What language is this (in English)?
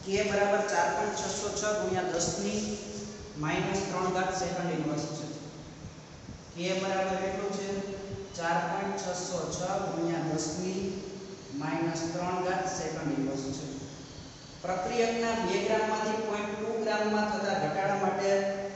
Gujarati